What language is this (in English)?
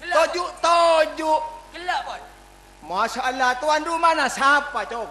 Madurese